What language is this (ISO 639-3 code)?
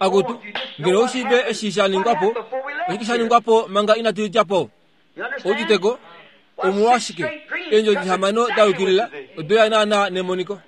kua